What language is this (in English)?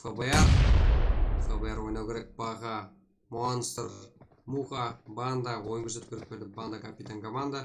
Kara-Kalpak